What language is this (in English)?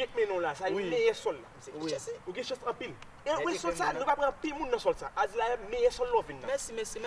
Haitian Creole